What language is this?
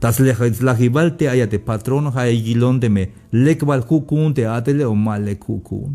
Tzeltal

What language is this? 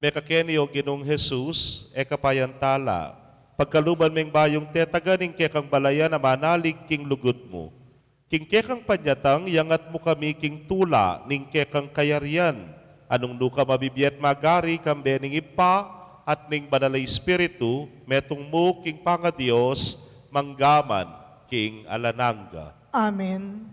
Pampanga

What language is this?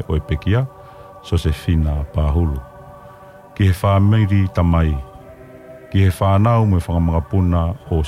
Tongan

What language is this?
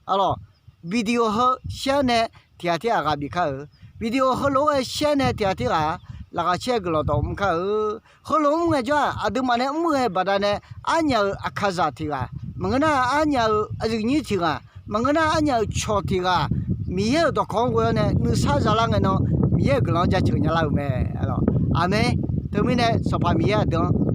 Akha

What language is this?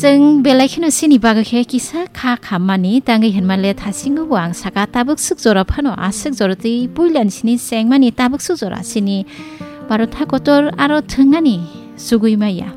Kok Borok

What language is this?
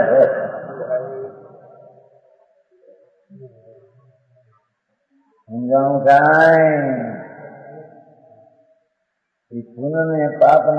Gujarati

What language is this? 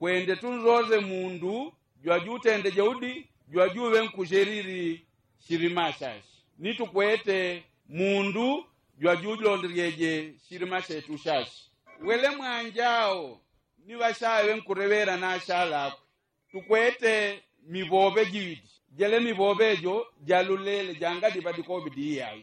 Yao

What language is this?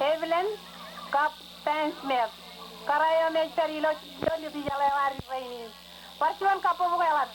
Marshallese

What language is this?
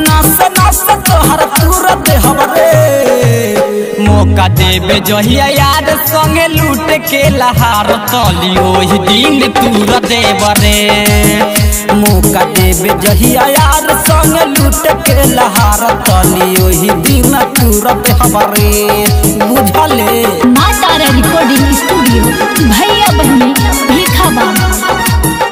Bhojpuri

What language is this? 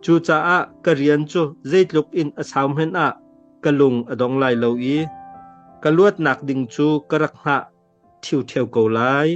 Hakha Chin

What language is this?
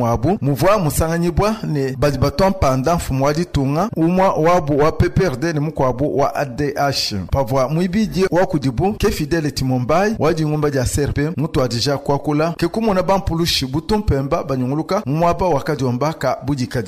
Luba-Lulua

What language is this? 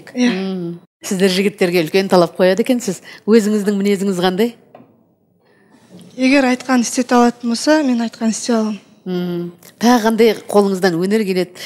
Kazakh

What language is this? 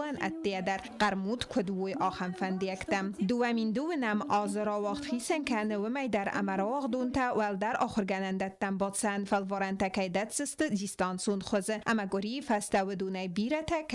Ossetic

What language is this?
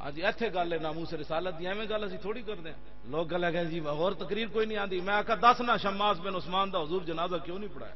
Western Panjabi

